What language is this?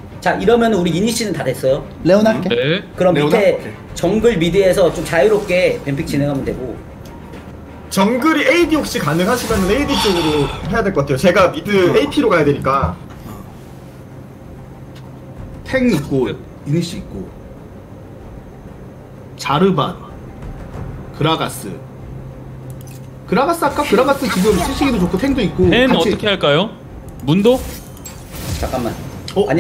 Korean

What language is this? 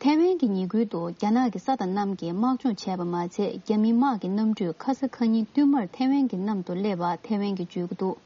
Tibetan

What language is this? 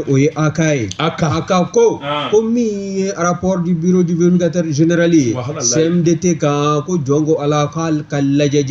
Bambara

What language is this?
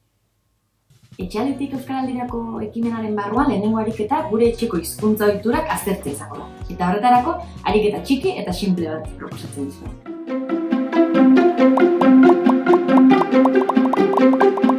Basque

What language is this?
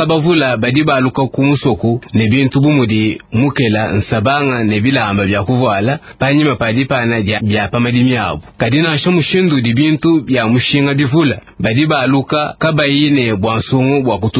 Luba-Lulua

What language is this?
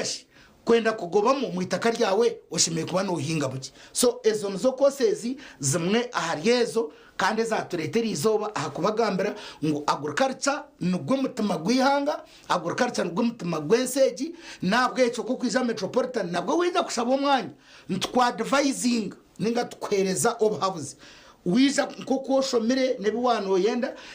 Nyankole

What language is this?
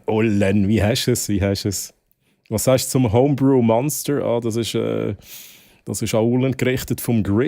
Swiss German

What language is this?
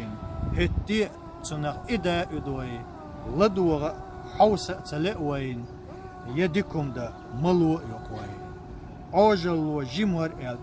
Chechen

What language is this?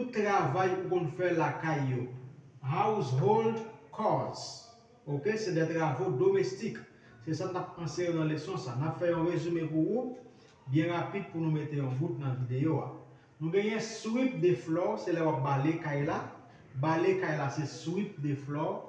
Haitian Creole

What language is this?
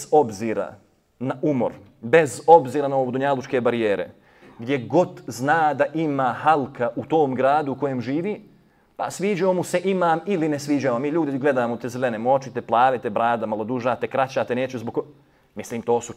Bosnian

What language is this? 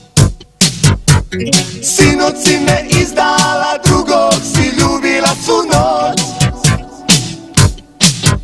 Croatian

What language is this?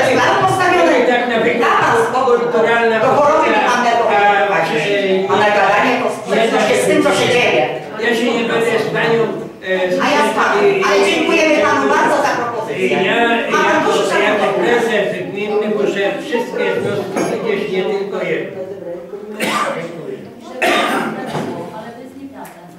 Polish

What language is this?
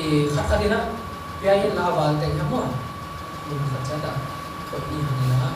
Tedim Chin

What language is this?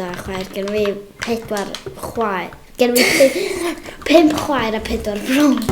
Welsh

